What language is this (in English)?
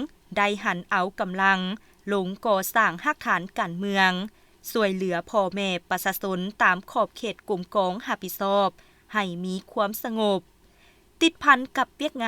Lao